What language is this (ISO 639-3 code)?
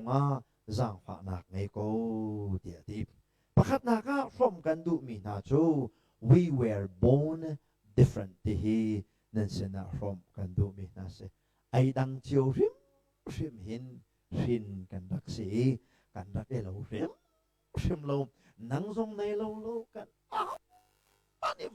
cnh